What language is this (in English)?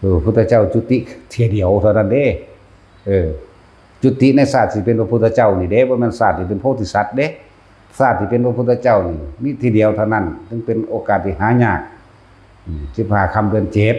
Lao